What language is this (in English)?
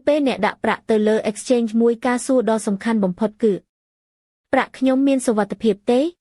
Khmer